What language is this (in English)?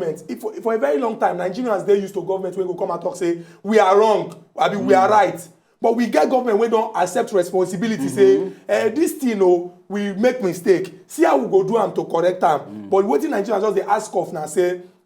Nigerian Pidgin